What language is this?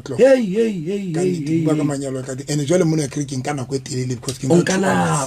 Southern Sotho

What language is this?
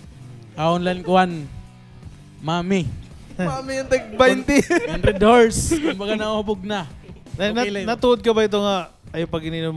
Waray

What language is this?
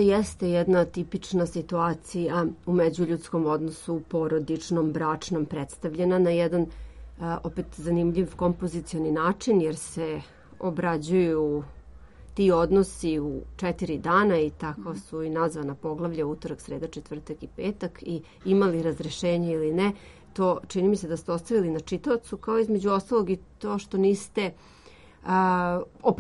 Serbian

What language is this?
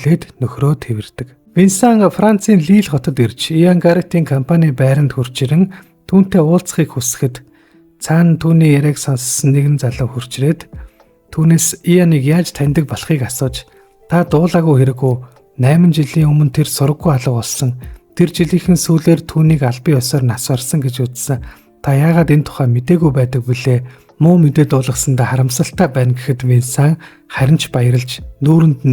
Mongolian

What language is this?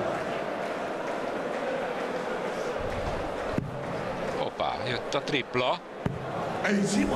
Hungarian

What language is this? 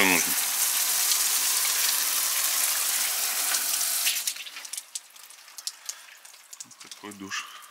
Russian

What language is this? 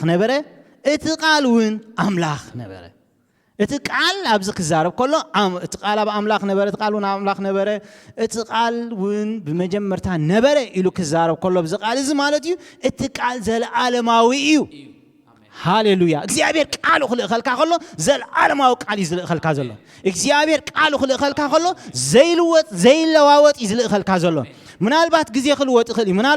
Tigrinya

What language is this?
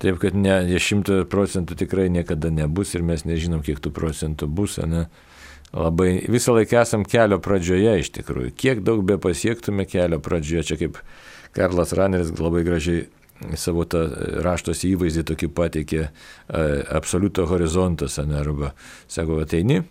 Lithuanian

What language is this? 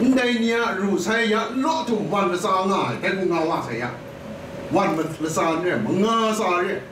Kachin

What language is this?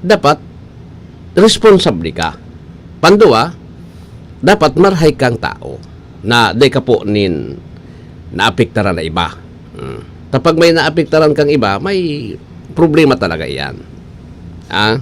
Bikol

